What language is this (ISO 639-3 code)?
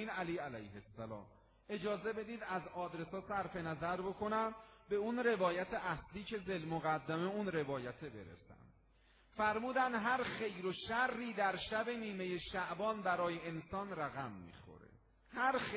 fas